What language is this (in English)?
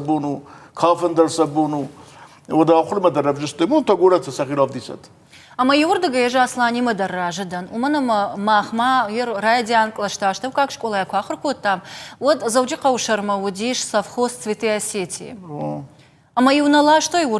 Ossetic